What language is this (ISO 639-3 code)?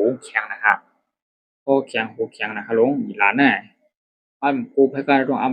shn